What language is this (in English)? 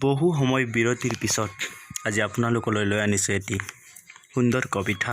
Assamese